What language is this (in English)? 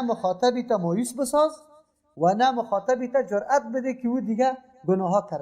Persian